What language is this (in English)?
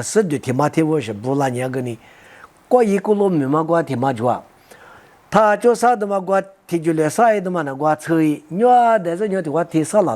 Lisu